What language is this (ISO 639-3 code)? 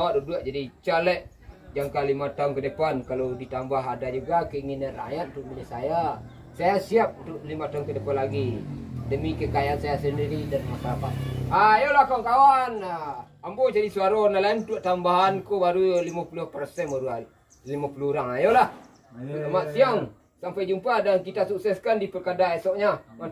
min